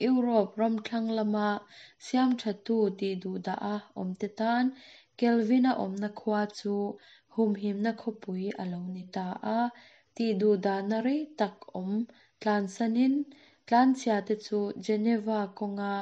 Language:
Mizo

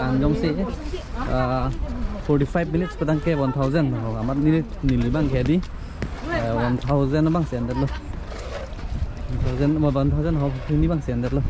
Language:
Karbi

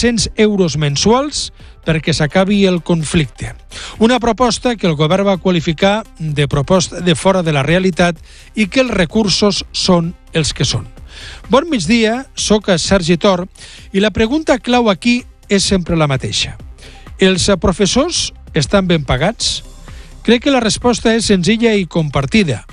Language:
Catalan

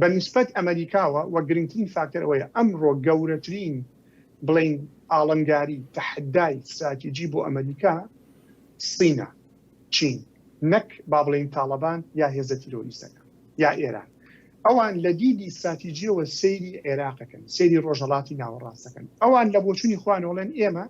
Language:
Central Kurdish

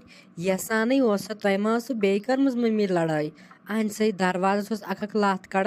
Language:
Kashmiri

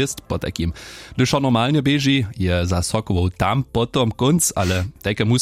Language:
Upper Sorbian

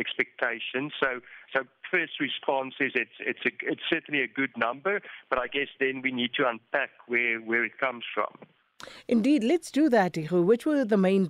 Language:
English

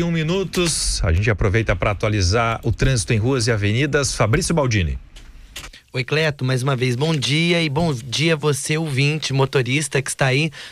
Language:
Portuguese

